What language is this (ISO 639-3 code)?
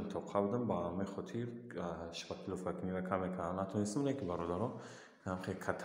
tgk